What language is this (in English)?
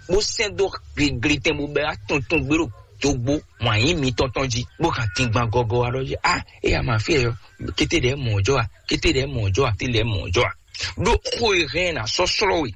Fon